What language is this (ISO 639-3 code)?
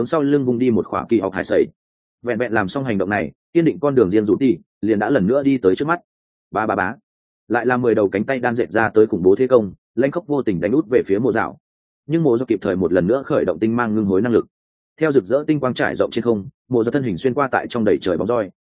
vie